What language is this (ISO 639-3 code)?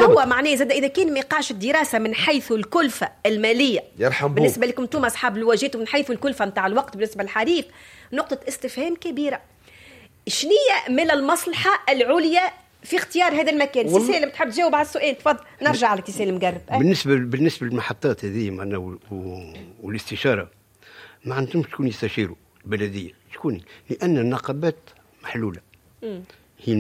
aeb